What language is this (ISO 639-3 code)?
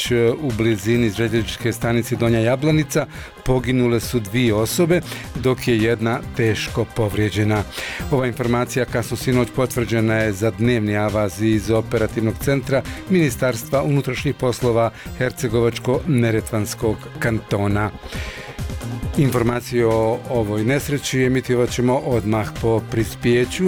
bos